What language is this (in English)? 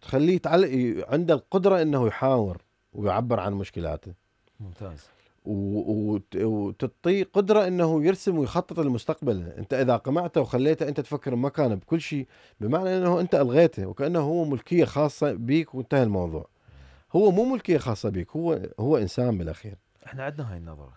Mesopotamian Arabic